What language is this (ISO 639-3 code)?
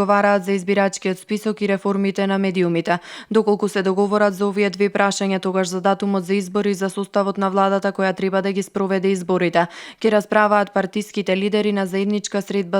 mkd